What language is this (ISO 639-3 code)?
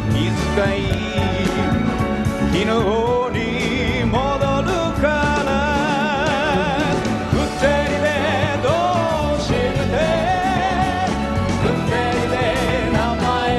jpn